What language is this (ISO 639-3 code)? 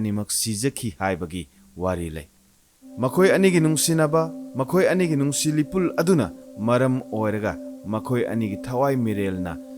mni